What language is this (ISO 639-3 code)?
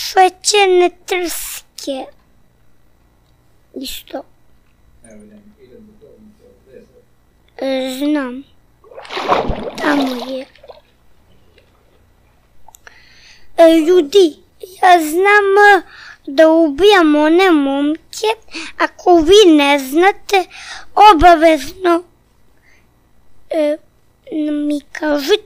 srp